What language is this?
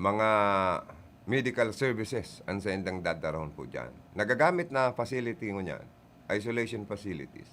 Bikol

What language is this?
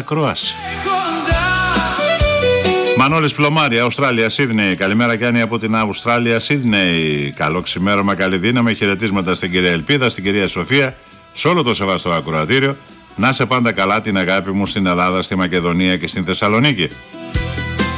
Greek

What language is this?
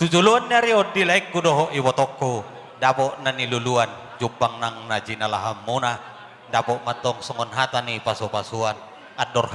Batak Toba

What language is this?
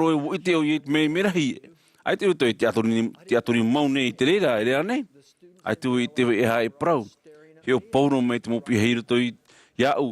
Tahitian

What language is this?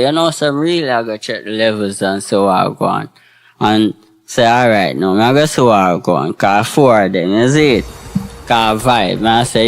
Jamaican Creole English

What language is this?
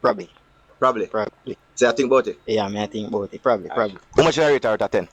Jamaican Creole English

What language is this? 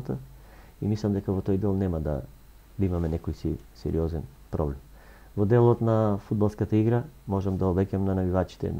Macedonian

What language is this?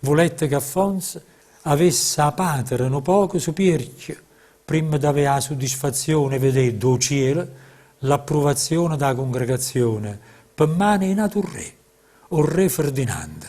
Neapolitan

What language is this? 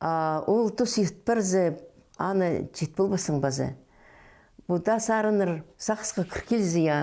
Khakas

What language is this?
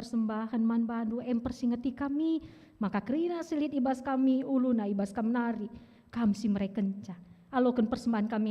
Batak Karo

